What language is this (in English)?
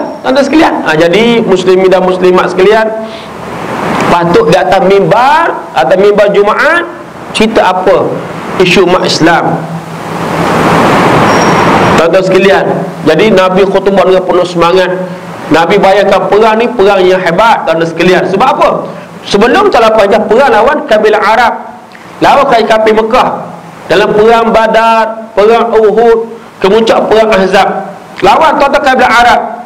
Malay